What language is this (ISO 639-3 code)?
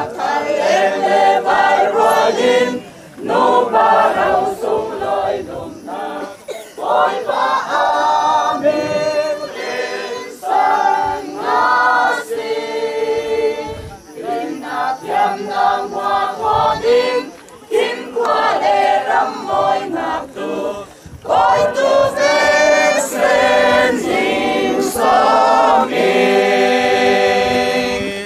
cfm